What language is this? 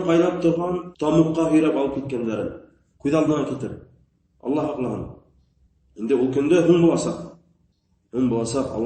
Bashkir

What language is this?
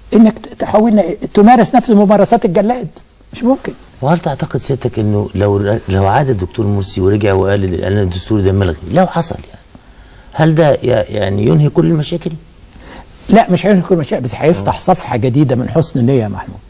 Egyptian Arabic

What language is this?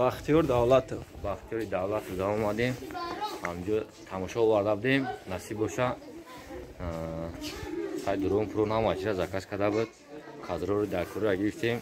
Tajik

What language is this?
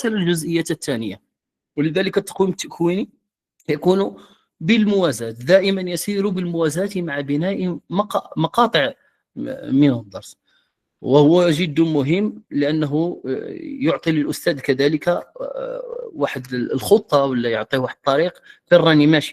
Moroccan Arabic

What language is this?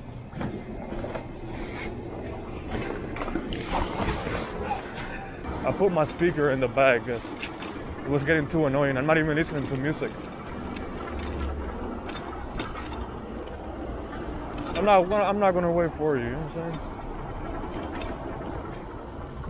English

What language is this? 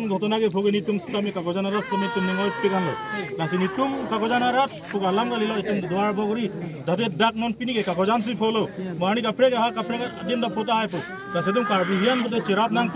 Karbi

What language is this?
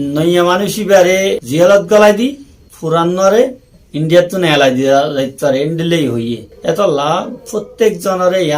Rohingya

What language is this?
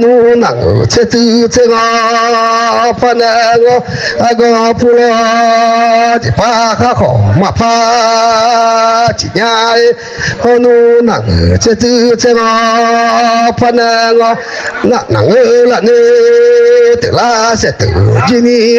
Akha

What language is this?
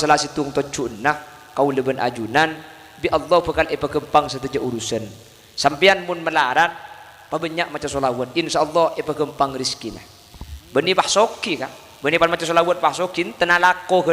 Madurese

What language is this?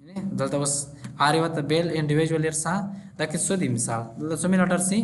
Pashto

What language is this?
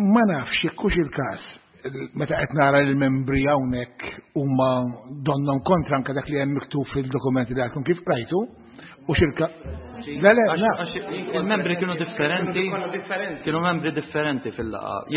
Maltese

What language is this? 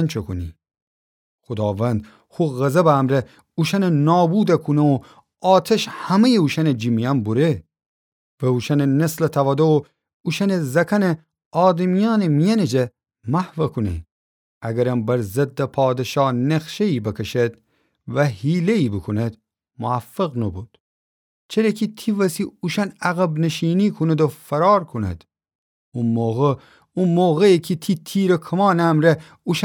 Gilaki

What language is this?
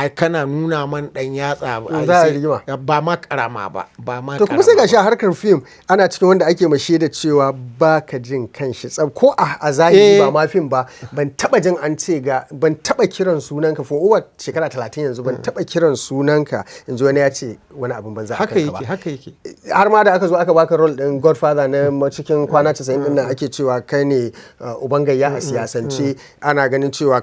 Hausa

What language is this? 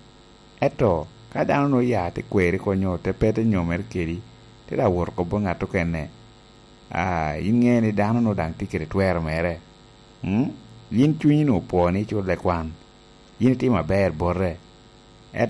Lango (Uganda)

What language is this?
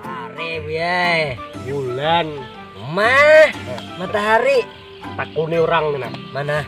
Banjar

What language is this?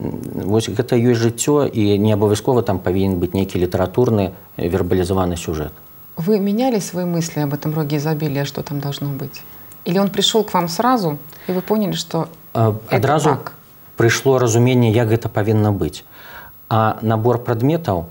Belarusian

